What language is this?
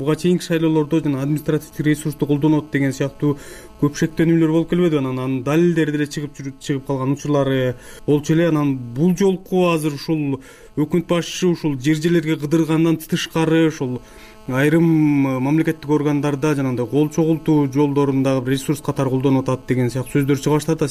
Kyrgyz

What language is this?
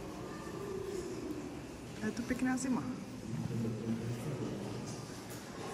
Czech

